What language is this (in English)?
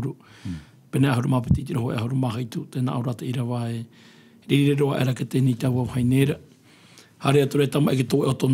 Tahitian